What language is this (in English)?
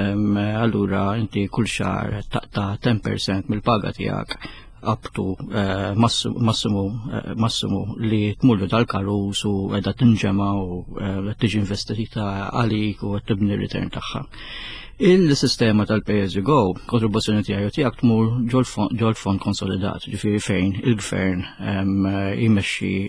Maltese